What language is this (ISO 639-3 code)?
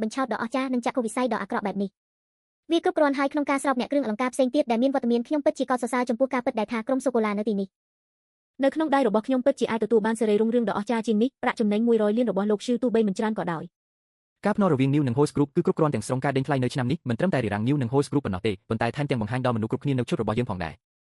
khm